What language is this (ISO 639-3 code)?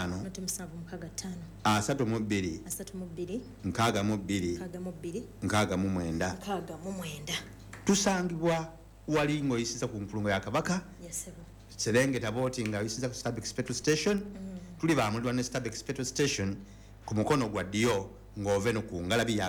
lug